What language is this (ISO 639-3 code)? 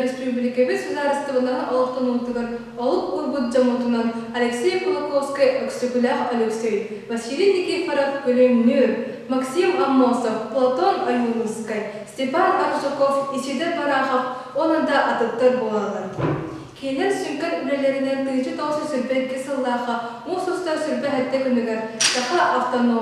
sah